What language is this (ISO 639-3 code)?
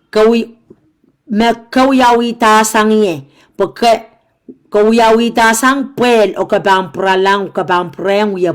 pon